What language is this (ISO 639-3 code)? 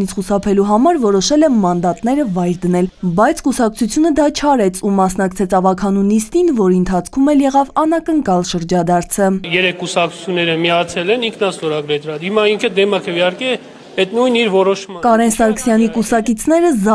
hye